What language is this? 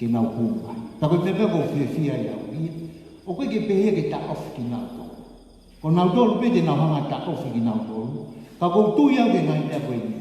Tongan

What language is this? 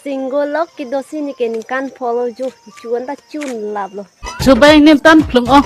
Karbi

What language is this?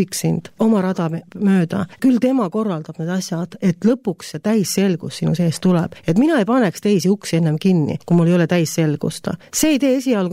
Estonian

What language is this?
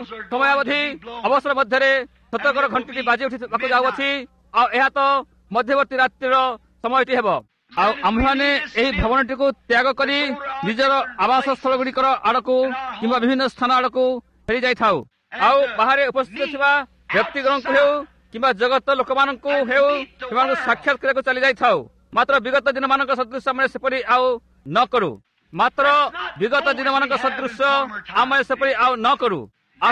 Odia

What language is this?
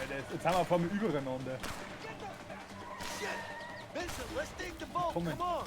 Bavarian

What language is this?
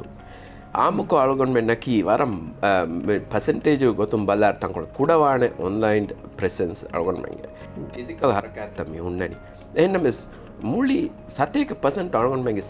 Divehi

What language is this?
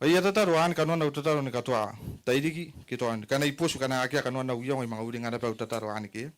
Gilbertese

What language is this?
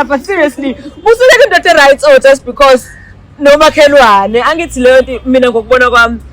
Zulu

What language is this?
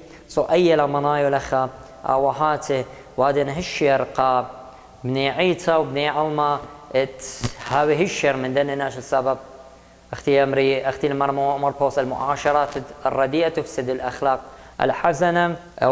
Assyrian Neo-Aramaic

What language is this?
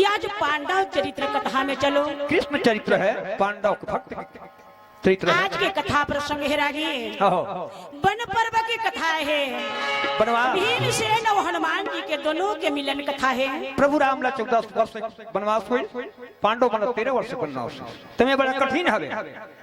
Chhattisgarhi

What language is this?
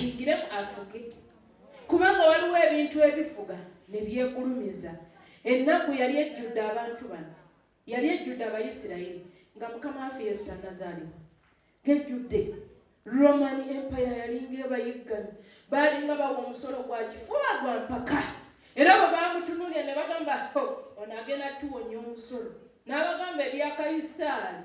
Ganda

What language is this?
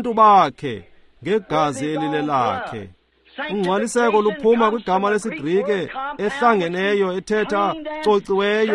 Xhosa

